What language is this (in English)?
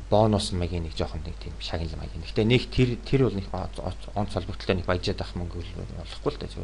Mongolian